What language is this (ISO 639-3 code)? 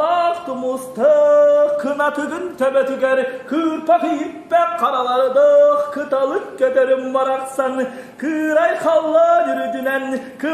sah